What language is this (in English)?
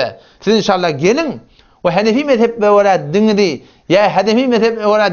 Turkmen